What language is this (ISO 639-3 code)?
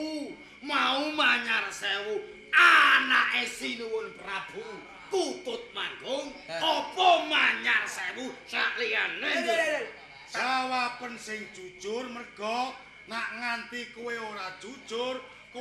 jav